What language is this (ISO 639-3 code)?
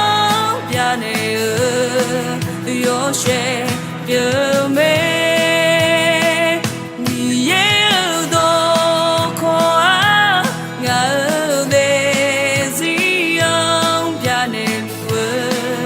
ahk